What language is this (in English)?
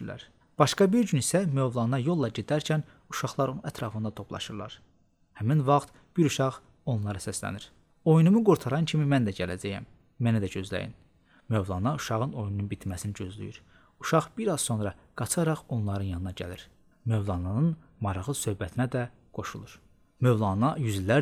Azerbaijani